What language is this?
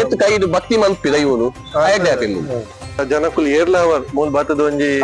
Tulu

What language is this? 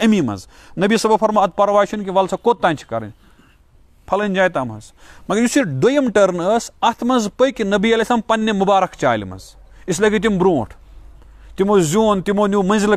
Kashmiri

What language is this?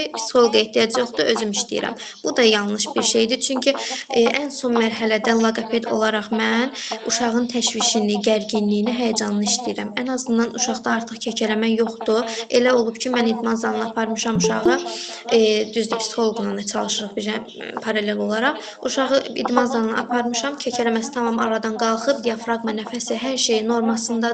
Azerbaijani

